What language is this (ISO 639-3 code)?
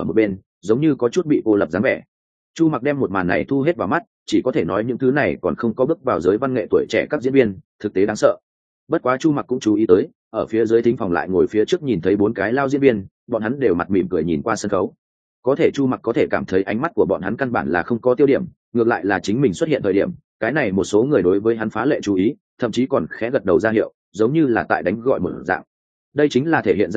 vie